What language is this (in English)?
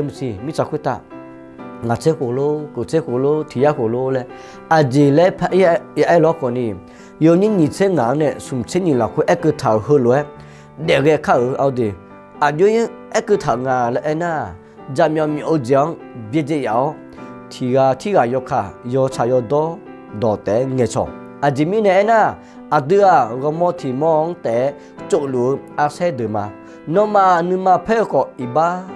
Akha